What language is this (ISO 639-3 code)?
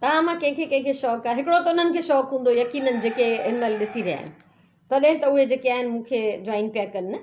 snd